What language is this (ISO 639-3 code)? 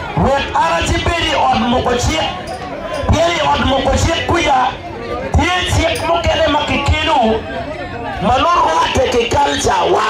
ach